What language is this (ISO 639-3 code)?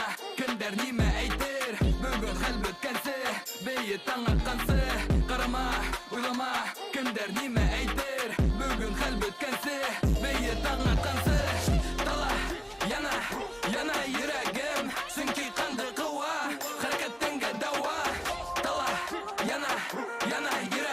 bak